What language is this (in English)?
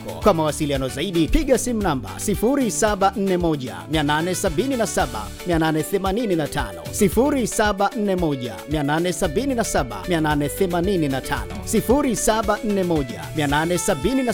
Swahili